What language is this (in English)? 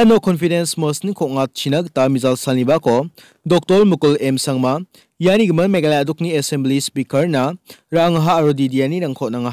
Garo